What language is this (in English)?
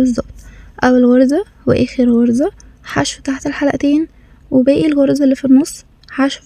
Egyptian Arabic